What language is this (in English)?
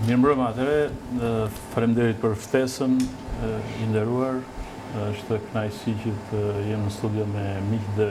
Albanian